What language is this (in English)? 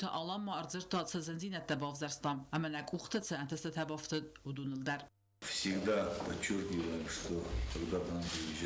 Ossetic